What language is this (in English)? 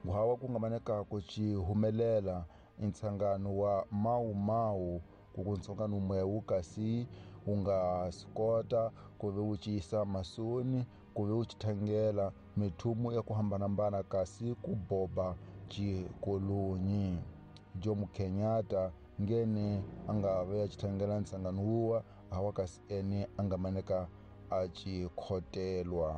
Tsonga